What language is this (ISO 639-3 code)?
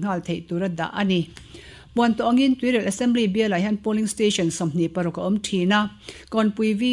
lus